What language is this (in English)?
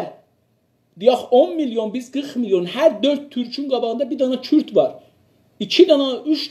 South Azerbaijani